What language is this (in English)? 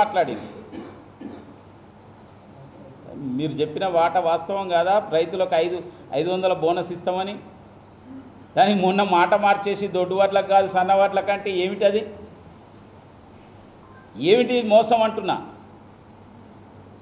Telugu